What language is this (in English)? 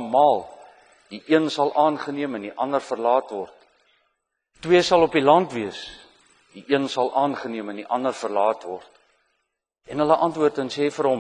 Afrikaans